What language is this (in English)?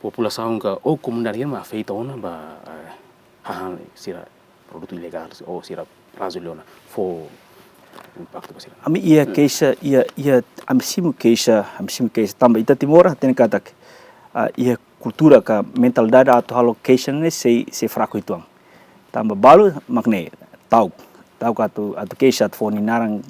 Tetum